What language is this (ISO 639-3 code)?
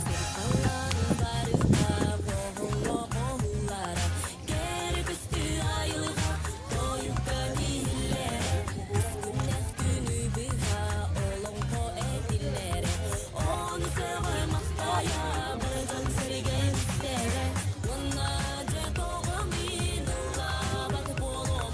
sah